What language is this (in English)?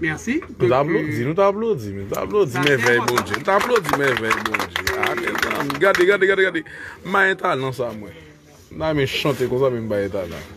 Haitian Creole